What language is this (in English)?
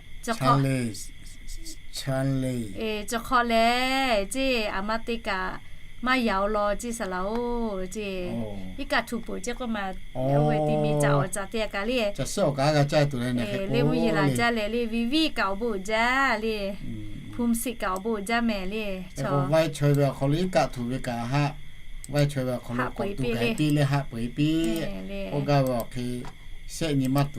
Lahu